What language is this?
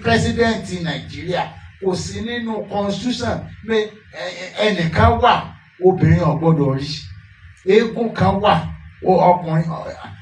Yoruba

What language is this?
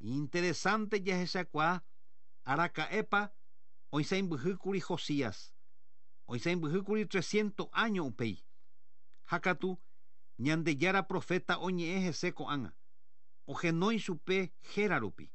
Guarani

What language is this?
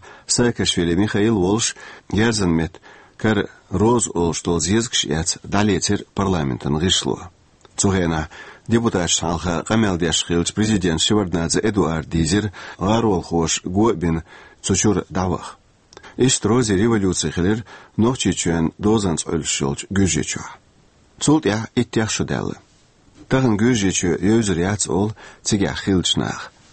Chechen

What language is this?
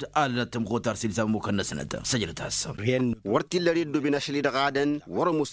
Tamasheq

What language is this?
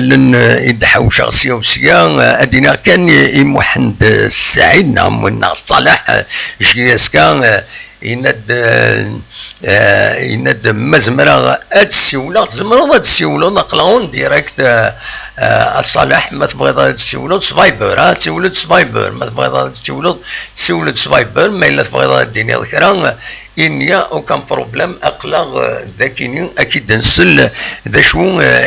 Kabyle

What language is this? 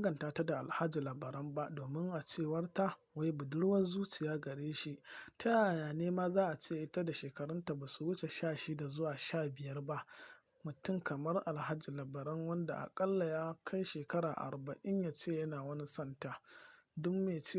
Hausa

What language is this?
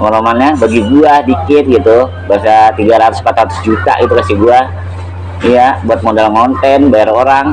Betawi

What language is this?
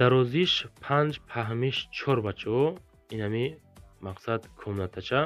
Tajik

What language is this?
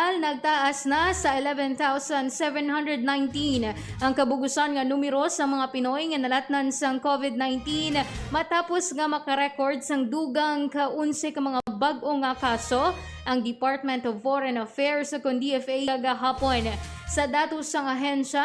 Hiligaynon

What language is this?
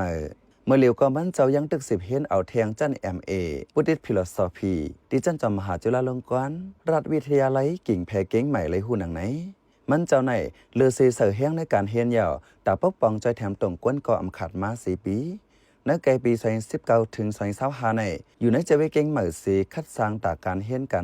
Shan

